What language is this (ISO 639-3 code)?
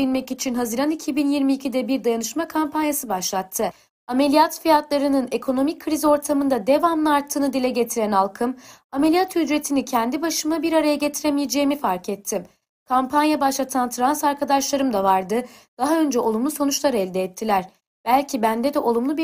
tur